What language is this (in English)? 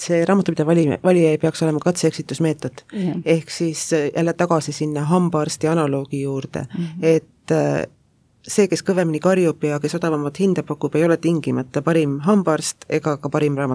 Estonian